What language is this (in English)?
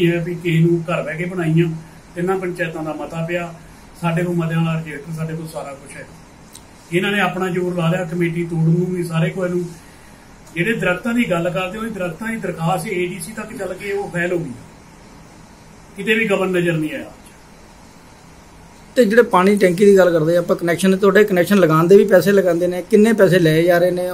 Punjabi